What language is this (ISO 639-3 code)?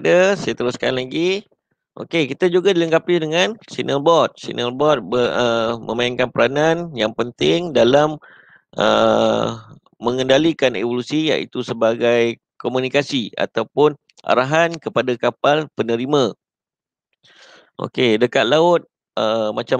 msa